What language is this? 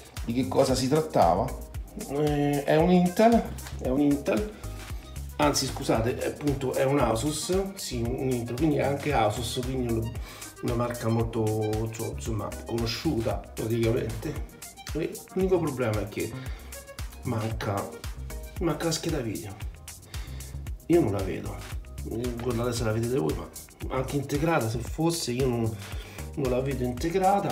Italian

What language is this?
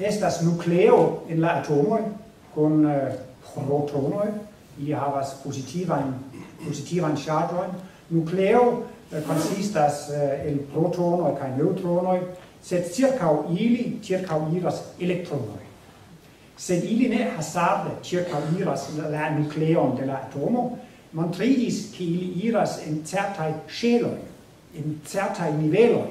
Esperanto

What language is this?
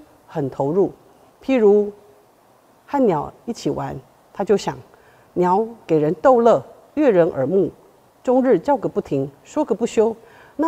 Chinese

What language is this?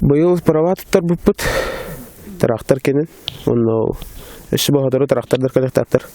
Yakut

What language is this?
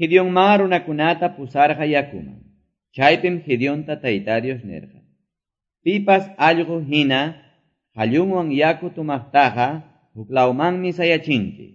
Quechua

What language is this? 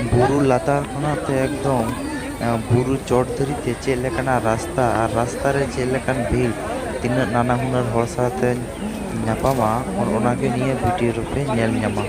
Santali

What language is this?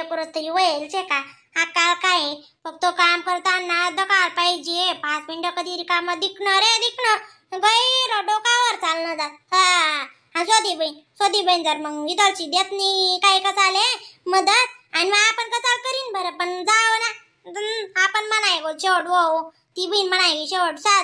Khandesi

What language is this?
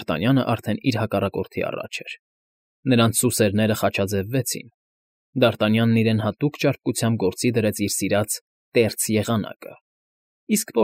Armenian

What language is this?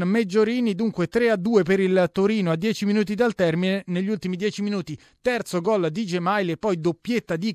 Italian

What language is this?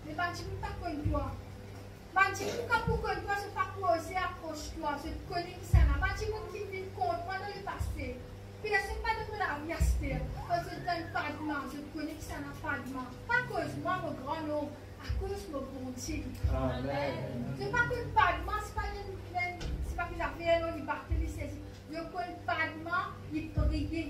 Morisyen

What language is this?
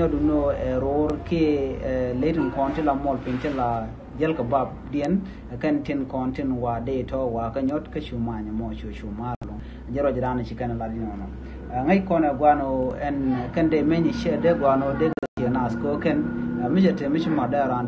Nuer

